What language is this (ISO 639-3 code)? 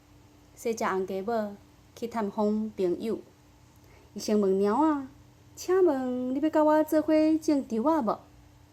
nan